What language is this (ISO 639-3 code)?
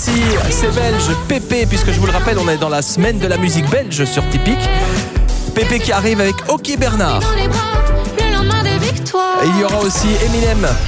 fra